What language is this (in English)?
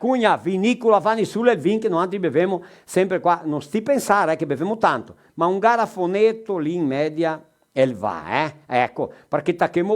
Venetian